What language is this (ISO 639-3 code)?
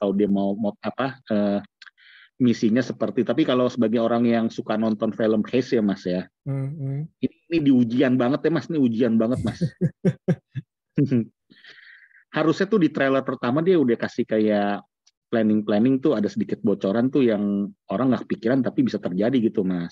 ind